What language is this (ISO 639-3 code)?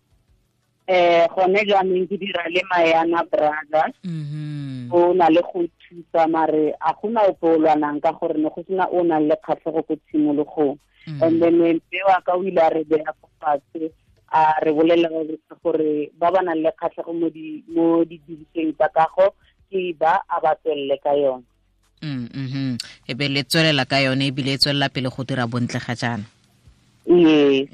tsn